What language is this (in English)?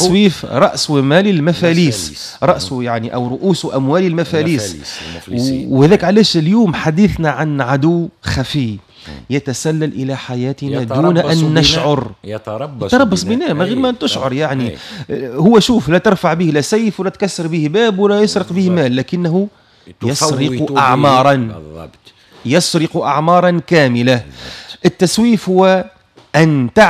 Tunisian Arabic